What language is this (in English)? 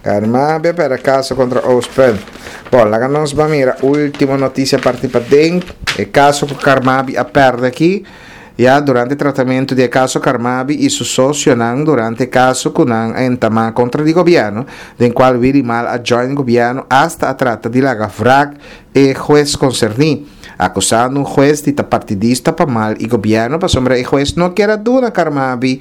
Papiamento